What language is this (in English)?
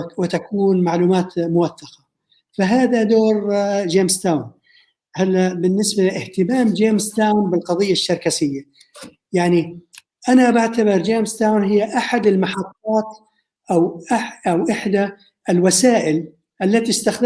North Levantine Arabic